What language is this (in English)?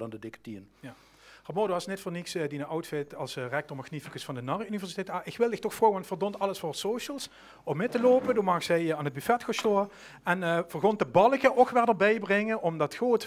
Limburgish